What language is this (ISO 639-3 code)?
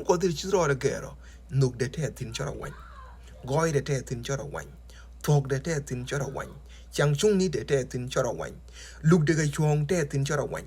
nus